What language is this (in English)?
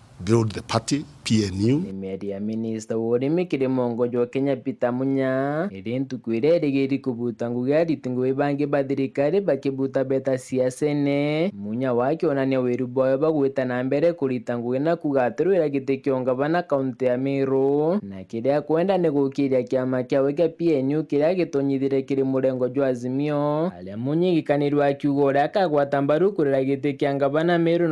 Meru